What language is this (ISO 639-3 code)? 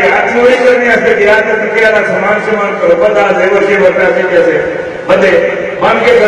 urd